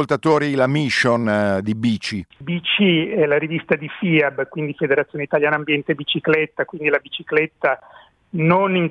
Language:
Italian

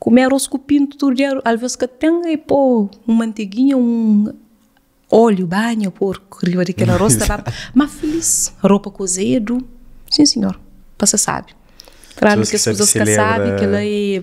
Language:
Kabuverdianu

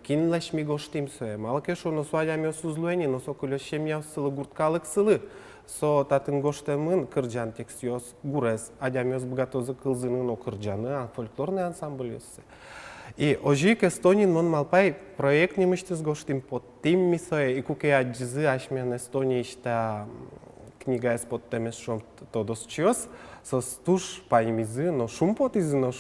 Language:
Udmurt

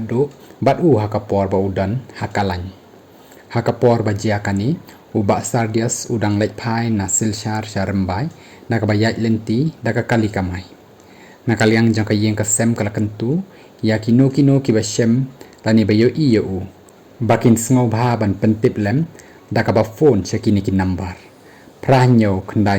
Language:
Khasi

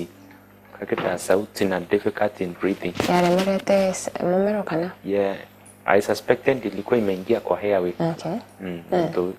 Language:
Meru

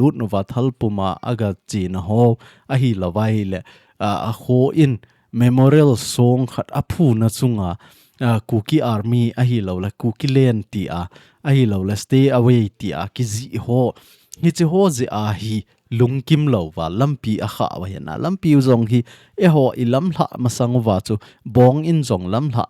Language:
Thado Chin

